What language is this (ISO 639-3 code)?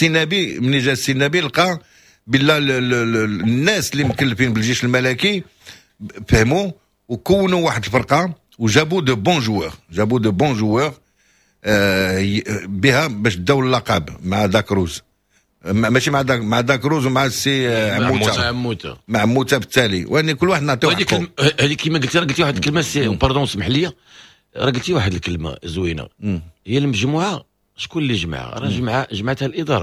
ary